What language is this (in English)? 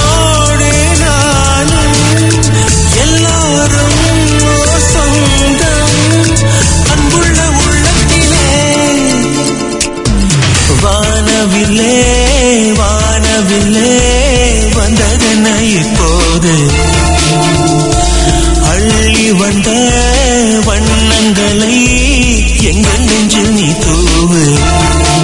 Tamil